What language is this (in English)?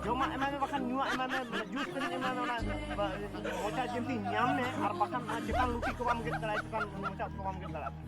Santali